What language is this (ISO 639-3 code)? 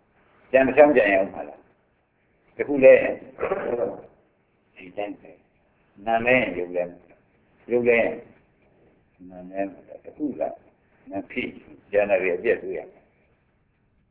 mya